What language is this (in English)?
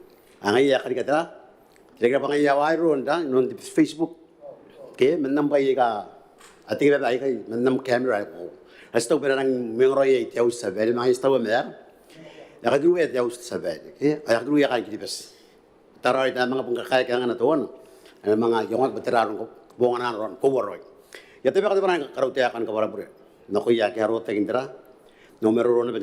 Gilbertese